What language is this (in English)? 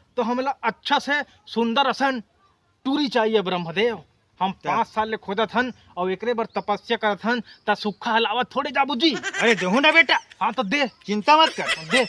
Chhattisgarhi